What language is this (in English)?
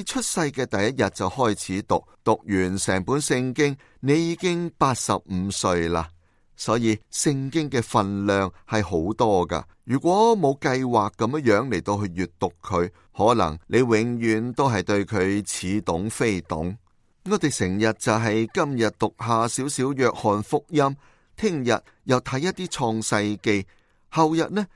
Cantonese